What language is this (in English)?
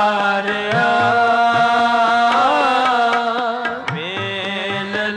Punjabi